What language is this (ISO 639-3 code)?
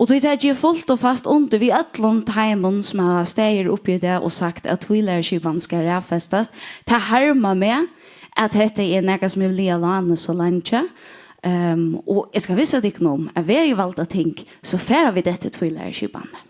fao